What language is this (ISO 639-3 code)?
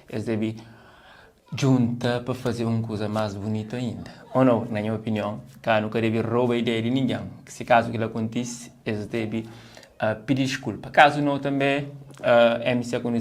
kea